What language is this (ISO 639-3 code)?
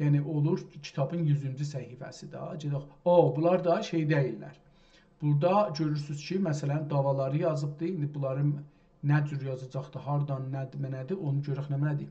azb